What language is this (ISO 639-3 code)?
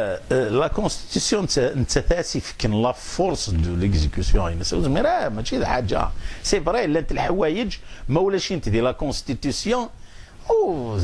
kab